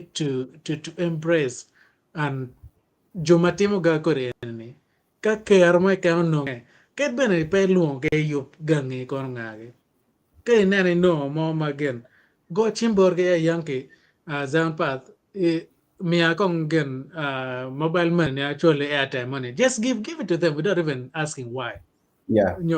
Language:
Acoli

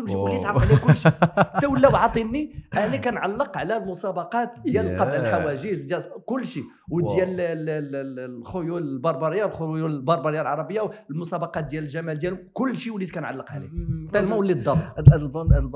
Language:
Moroccan Arabic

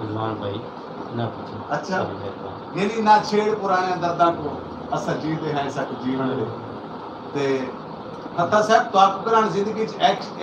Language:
Saraiki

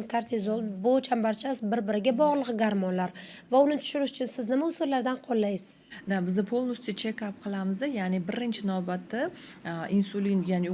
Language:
Uzbek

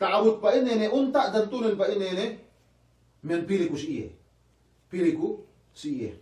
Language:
Yakan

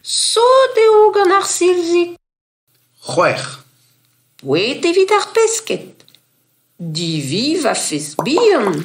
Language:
Breton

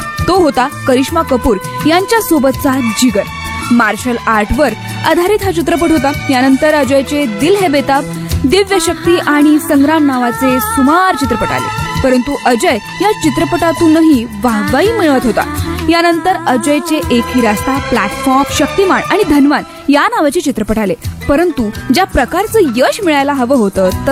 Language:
Marathi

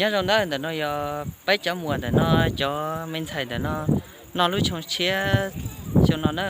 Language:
Hmong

